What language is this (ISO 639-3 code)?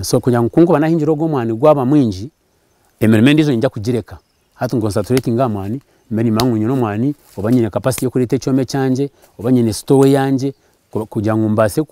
nyn